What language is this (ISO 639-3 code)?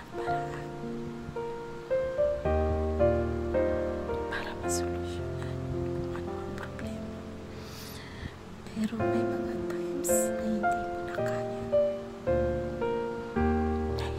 fil